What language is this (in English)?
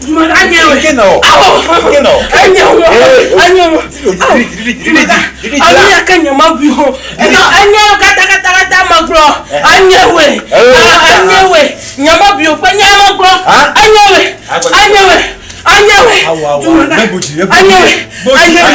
Ewe